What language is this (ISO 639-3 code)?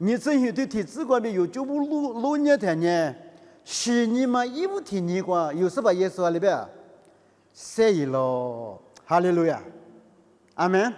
lis